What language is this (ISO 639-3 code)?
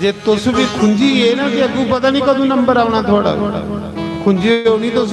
doi